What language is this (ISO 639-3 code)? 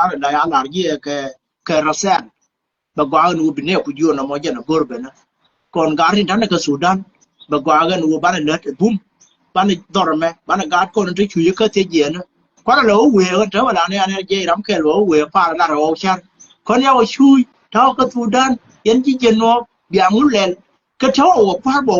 nus